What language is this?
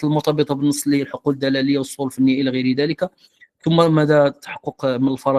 Moroccan Arabic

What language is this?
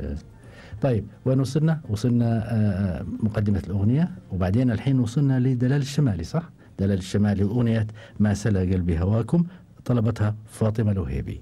Gulf Arabic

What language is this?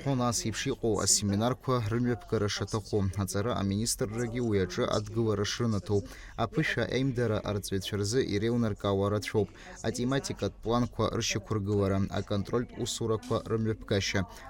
Abkhazian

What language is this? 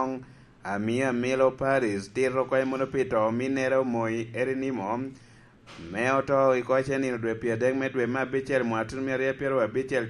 Lango (Uganda)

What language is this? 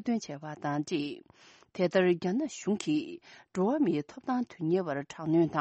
Tibetan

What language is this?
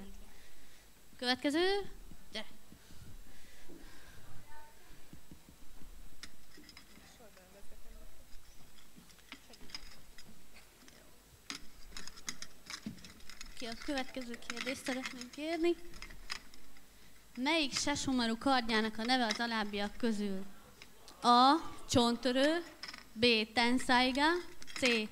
Hungarian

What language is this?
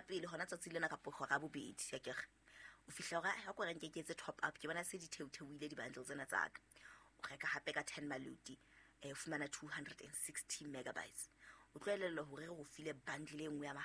Southern Sotho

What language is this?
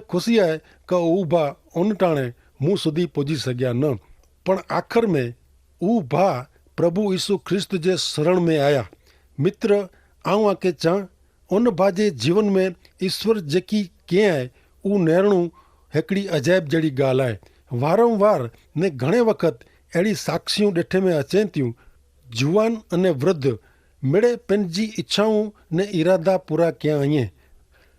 Kachhi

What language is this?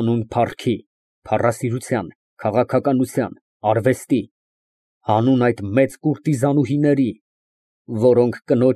Armenian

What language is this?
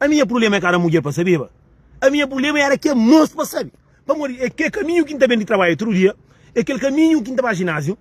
Kabuverdianu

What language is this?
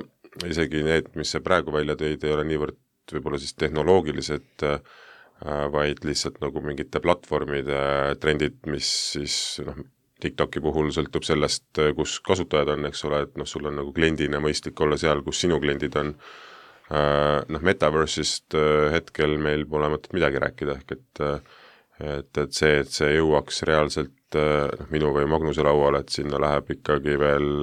Estonian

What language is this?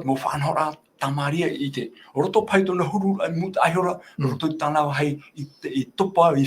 Tahitian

